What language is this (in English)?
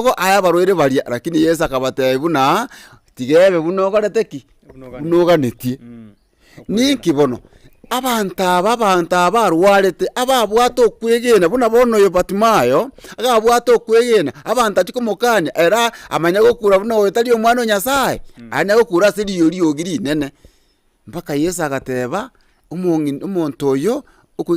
Gusii